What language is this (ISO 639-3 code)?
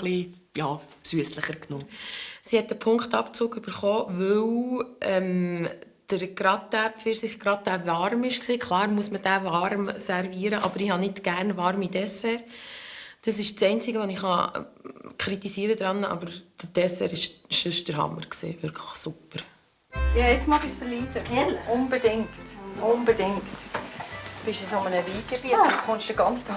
gsw